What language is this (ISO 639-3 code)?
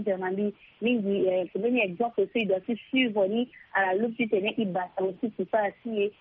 sag